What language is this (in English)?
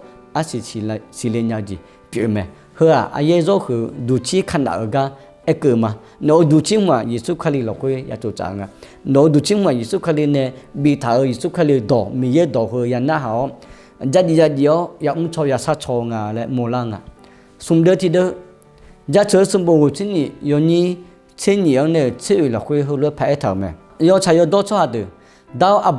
Akha